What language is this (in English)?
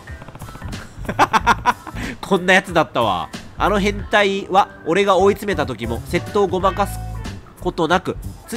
Japanese